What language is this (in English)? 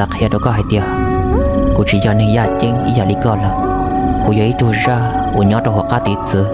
Hmong